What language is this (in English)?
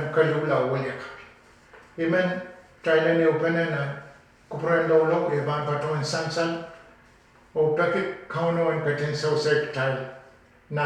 Pohnpeian